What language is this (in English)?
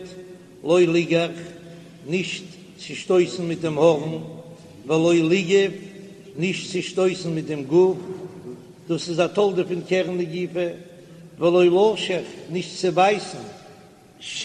Yiddish